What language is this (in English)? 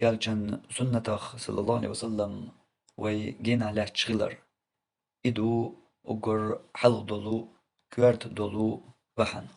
Chechen